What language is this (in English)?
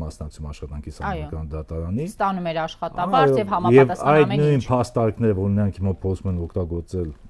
Armenian